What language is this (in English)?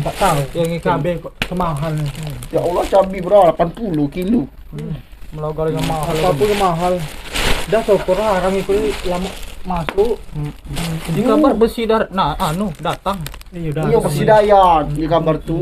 Musi